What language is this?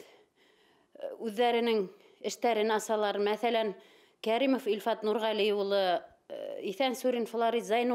Bashkir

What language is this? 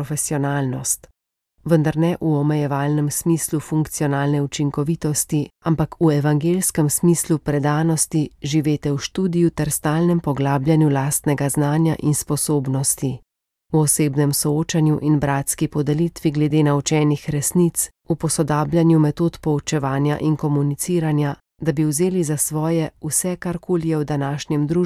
Slovenian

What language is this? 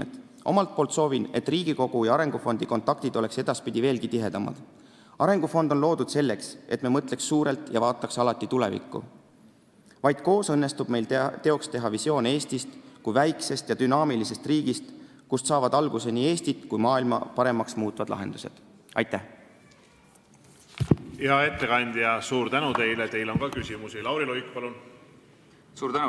Estonian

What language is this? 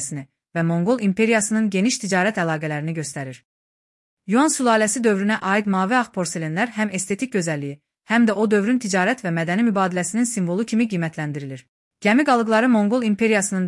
Azerbaijani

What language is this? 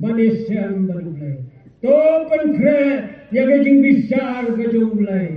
Khasi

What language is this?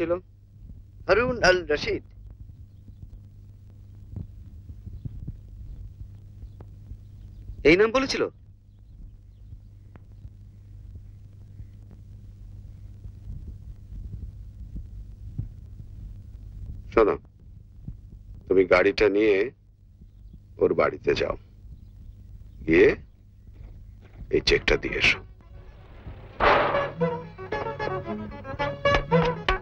Bangla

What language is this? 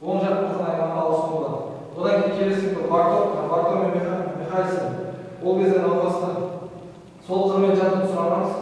Kazakh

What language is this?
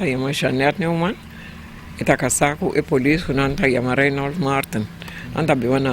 Papiamento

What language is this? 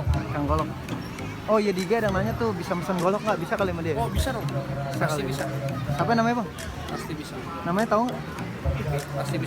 Betawi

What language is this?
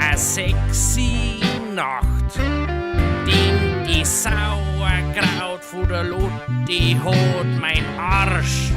Bavarian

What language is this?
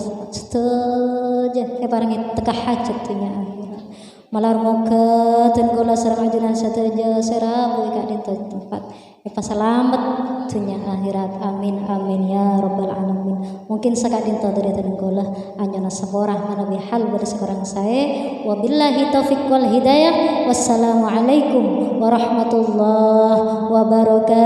Madurese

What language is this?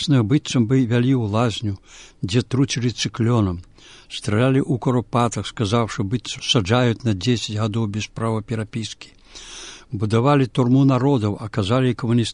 Belarusian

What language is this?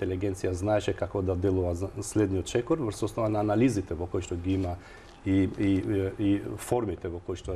Macedonian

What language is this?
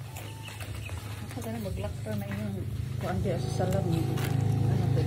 Filipino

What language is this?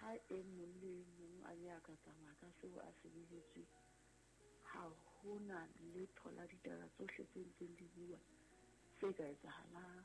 Southern Sotho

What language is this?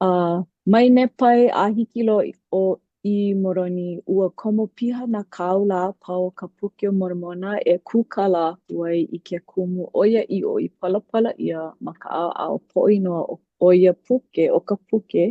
Hawaiian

